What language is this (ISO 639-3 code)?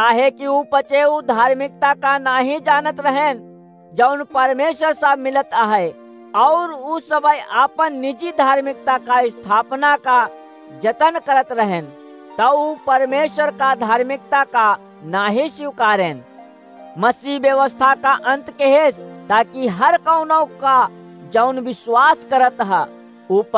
awa